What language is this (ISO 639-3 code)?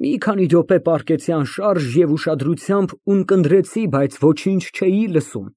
hye